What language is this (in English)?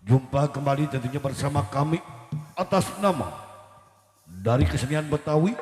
Betawi